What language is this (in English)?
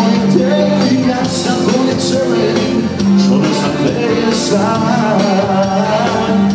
Croatian